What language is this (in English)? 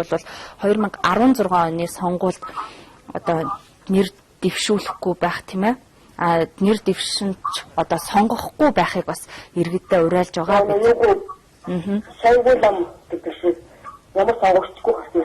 Mongolian